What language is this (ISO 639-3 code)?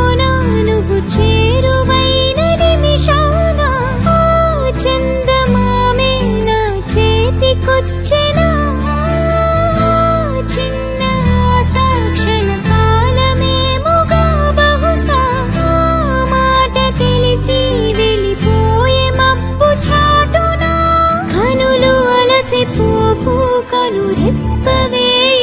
tel